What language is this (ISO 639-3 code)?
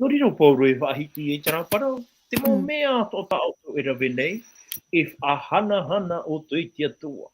tah